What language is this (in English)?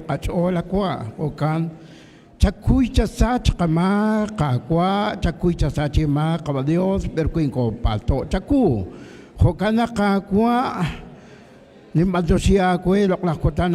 Kekchí